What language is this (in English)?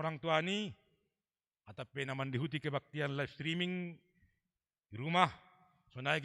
Batak Simalungun